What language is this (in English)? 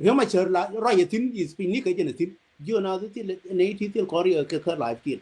Nuer